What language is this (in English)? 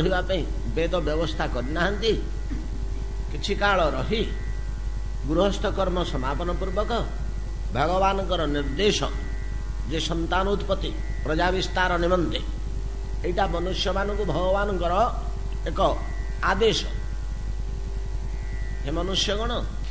Odia